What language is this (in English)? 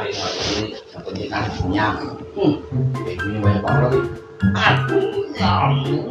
Betawi